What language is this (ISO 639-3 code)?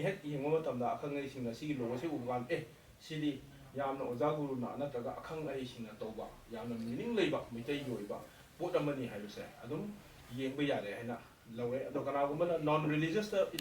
mni